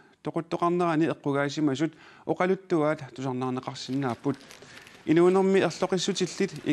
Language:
Kalaallisut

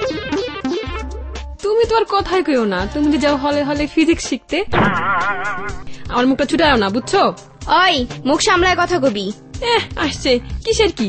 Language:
Bangla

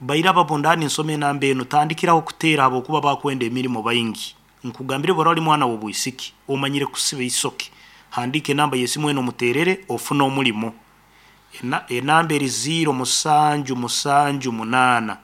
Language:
Nyankole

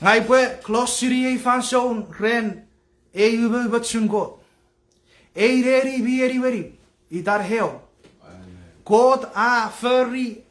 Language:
Chuukese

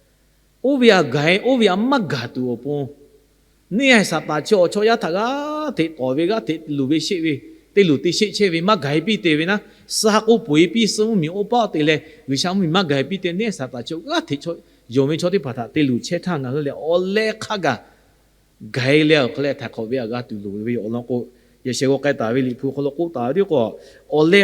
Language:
Lahu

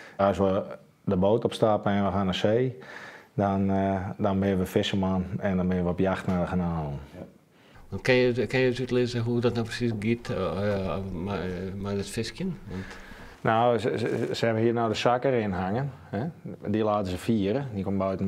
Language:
Western Frisian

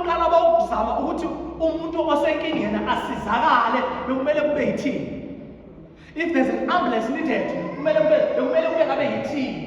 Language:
Zulu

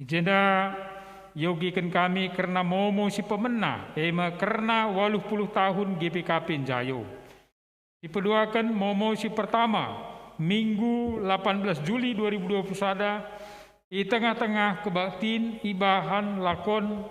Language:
Batak Karo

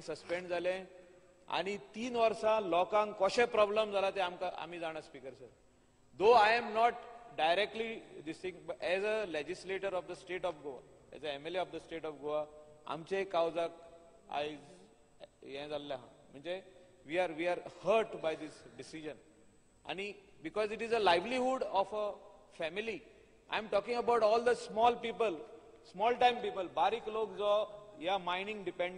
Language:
Konkani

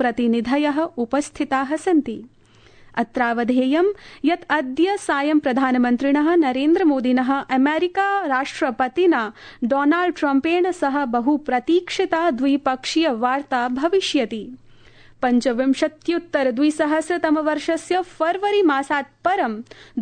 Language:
Sanskrit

